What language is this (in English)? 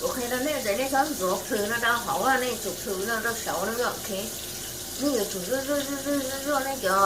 Hmong